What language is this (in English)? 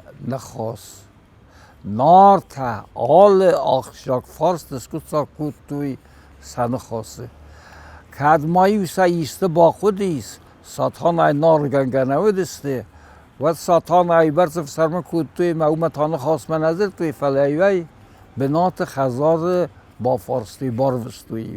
Ossetic